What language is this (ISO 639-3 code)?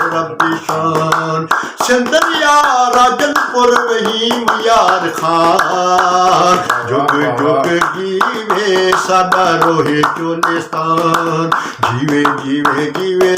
skr